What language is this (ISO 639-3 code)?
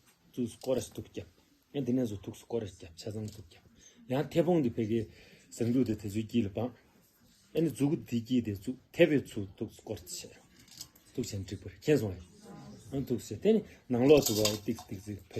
bod